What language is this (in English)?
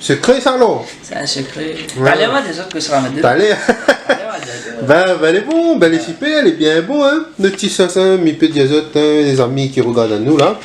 Réunion Creole French